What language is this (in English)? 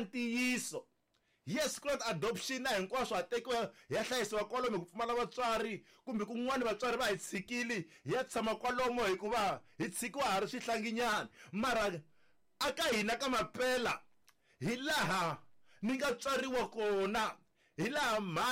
Tsonga